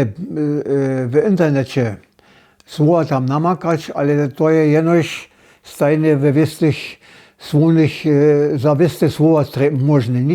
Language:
Upper Sorbian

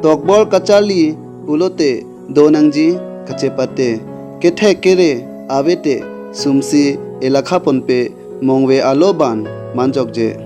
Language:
Karbi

